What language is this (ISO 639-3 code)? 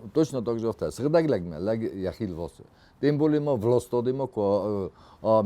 oss